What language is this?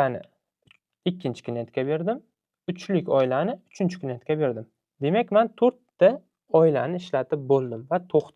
Uzbek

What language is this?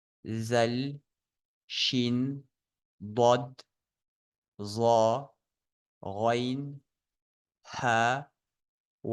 Ingush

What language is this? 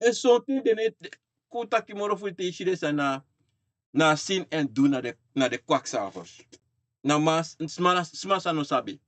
Sranan Tongo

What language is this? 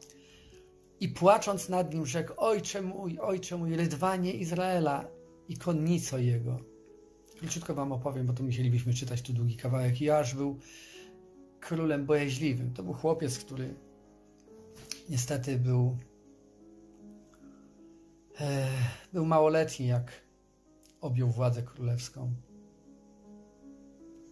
Polish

